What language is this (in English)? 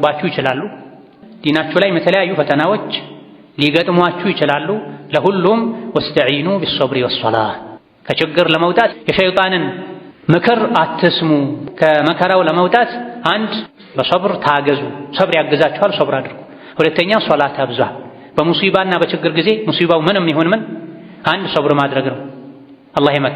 Amharic